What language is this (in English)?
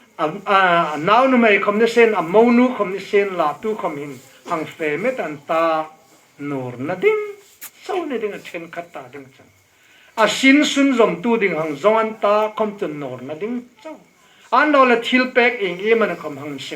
Hmar